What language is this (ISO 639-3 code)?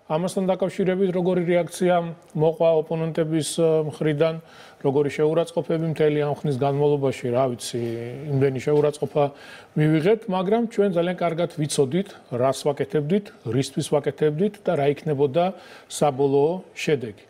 kat